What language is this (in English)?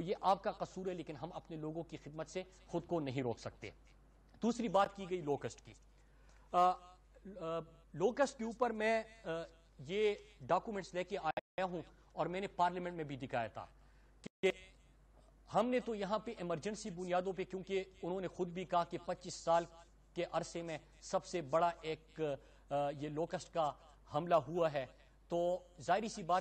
Urdu